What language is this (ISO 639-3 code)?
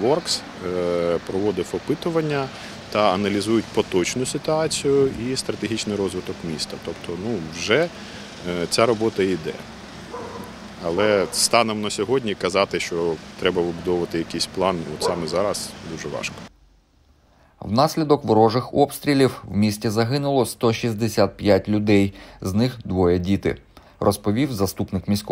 ukr